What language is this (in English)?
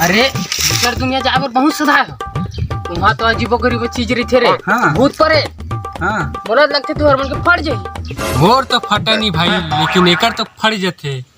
Chhattisgarhi